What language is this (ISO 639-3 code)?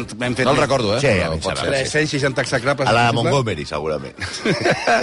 cat